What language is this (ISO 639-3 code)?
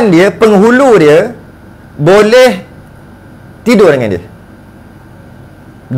msa